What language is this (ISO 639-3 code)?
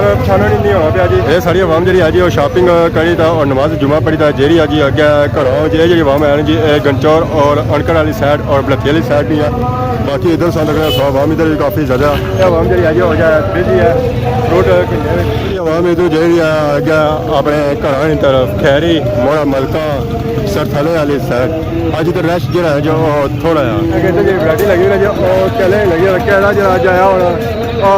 phr